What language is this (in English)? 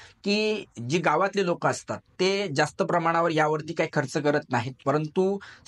Marathi